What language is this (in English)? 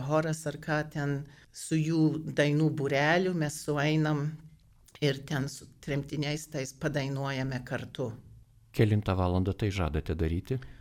Lithuanian